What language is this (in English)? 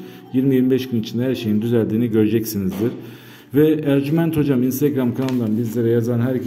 Turkish